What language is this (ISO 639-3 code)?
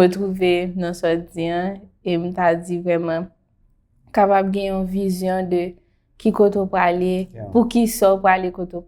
hat